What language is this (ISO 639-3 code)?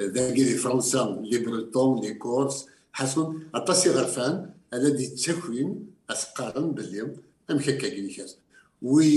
kab